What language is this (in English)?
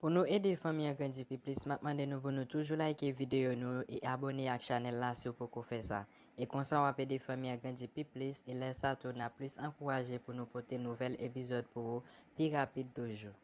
Haitian Creole